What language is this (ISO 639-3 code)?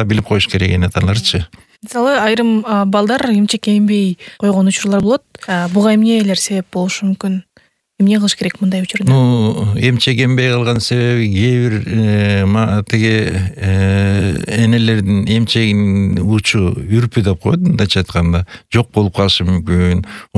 kir